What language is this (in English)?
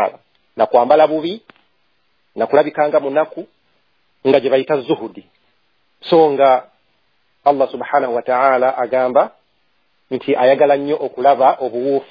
Ganda